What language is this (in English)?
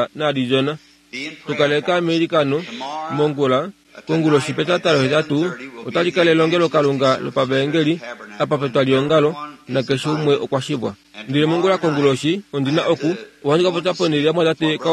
Kuanyama